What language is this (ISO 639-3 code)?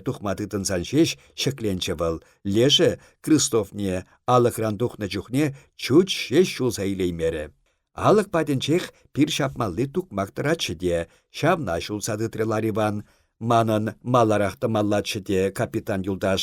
chv